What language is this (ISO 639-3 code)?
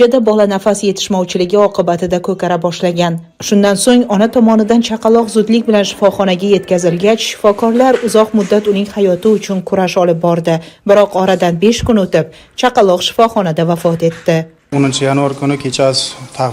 uzb